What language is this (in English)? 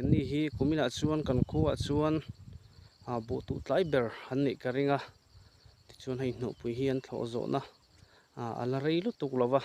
Mizo